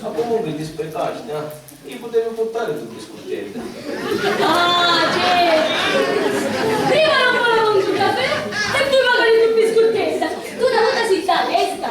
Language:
Sicilian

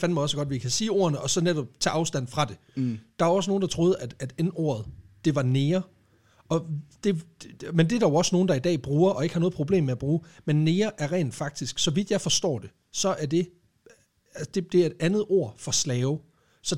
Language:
Danish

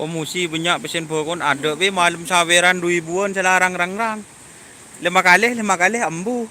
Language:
Madurese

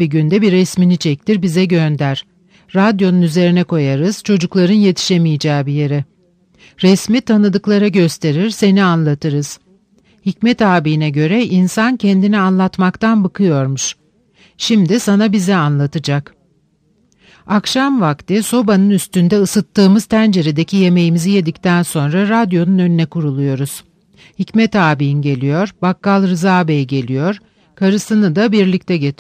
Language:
Turkish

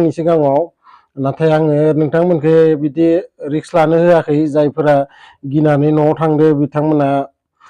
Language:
Bodo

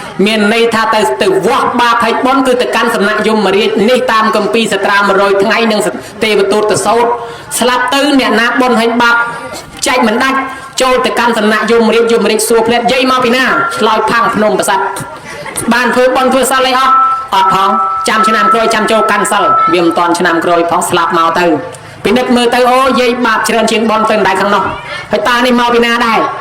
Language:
Khmer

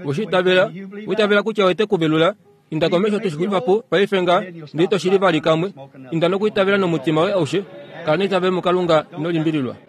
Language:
Kuanyama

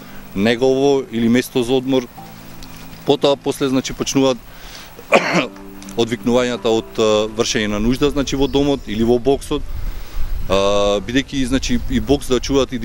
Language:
Macedonian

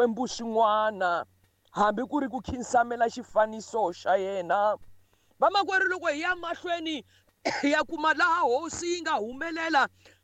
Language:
Tsonga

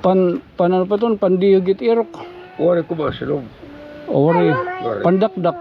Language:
Waray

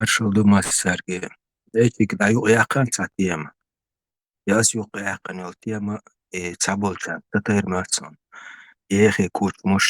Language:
Chechen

